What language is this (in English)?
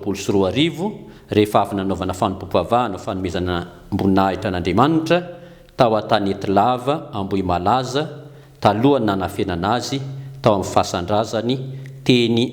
Malagasy